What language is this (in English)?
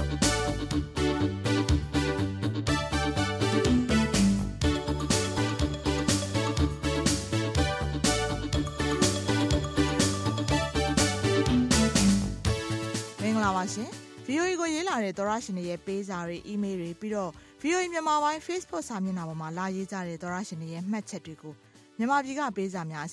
Burmese